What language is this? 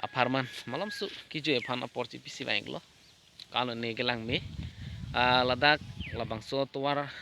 Karbi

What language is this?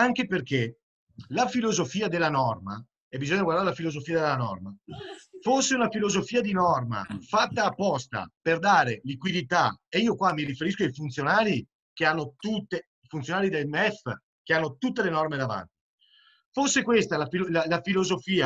Italian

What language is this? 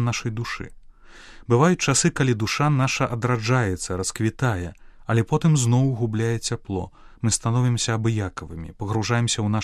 Belarusian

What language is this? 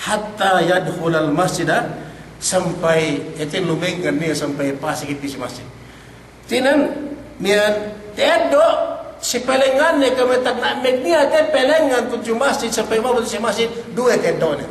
Yakan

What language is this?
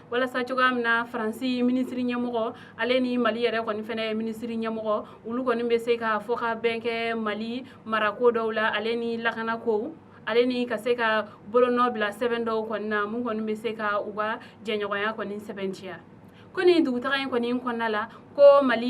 Bambara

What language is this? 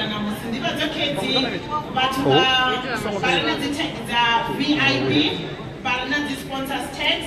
Venda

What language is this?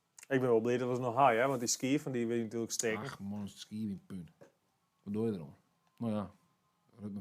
Western Frisian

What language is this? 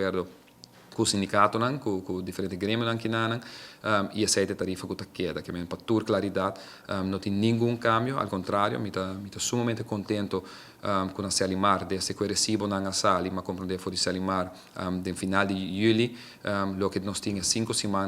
Papiamento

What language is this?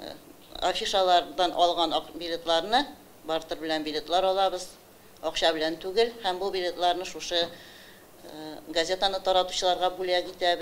Tatar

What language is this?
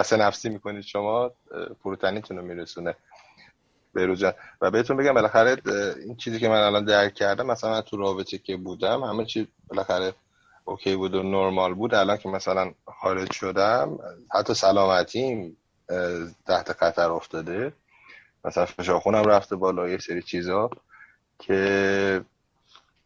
Persian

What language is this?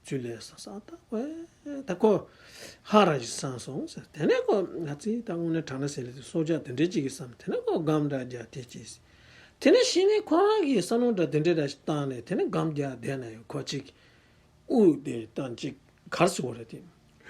Tibetan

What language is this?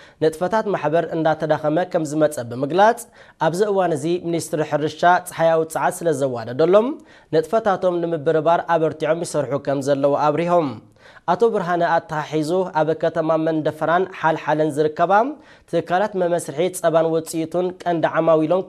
Tigrinya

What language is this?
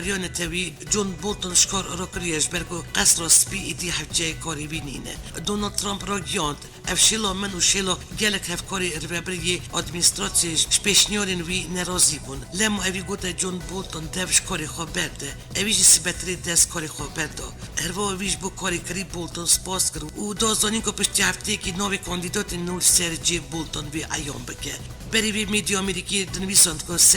Kurdish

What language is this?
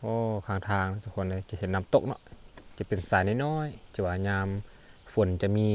Lao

